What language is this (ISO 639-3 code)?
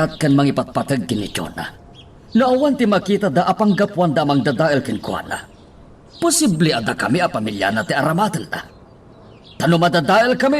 ilo